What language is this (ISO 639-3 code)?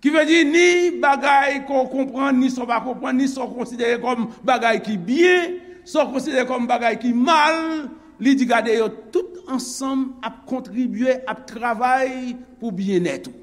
hat